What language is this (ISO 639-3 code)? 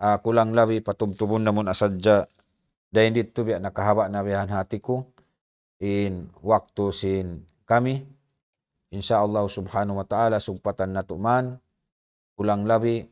tsg